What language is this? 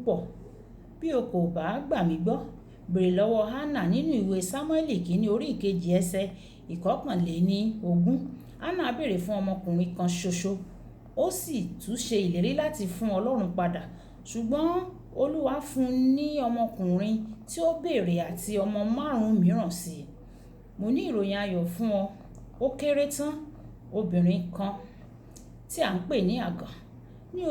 Yoruba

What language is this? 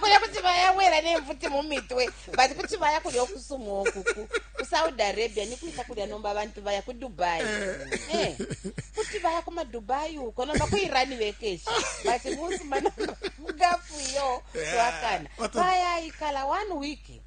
Bemba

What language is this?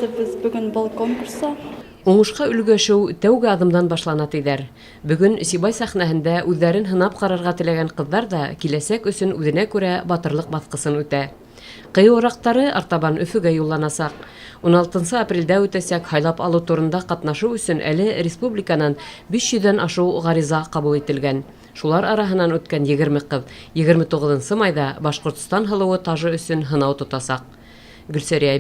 Bashkir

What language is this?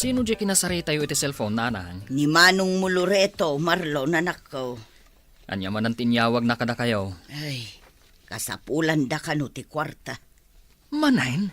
Iloko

